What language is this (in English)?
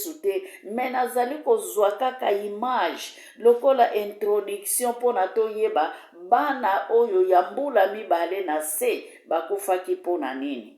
Lingala